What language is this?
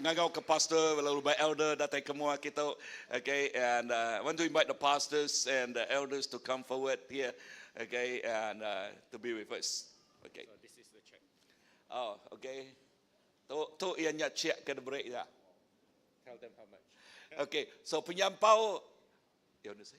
Iban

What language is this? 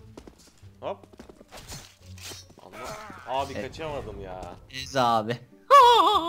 Turkish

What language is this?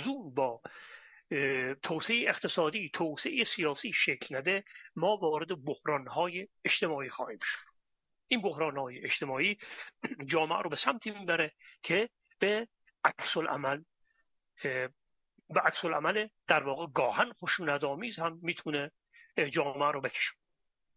Persian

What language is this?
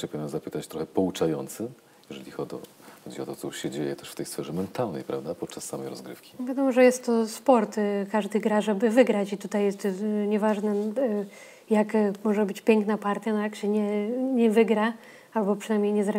Polish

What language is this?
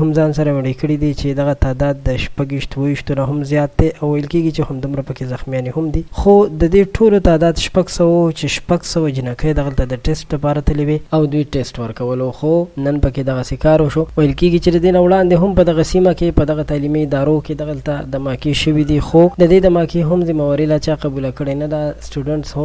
Pashto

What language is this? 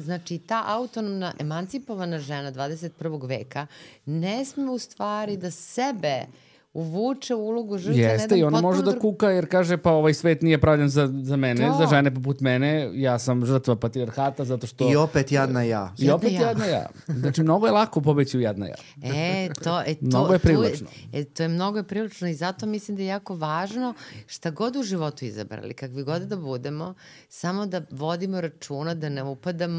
Serbian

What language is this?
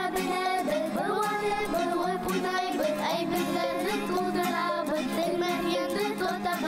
Bashkir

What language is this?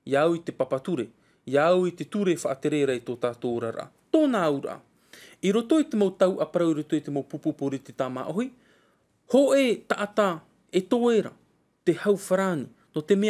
Tahitian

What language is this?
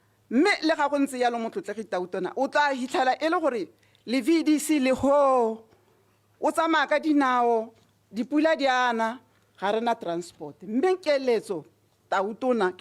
Tswana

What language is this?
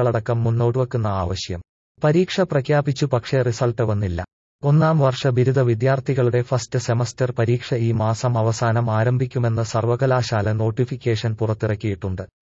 Malayalam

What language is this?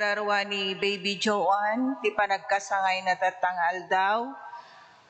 Iloko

